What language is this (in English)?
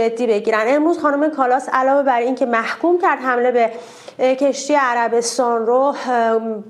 Persian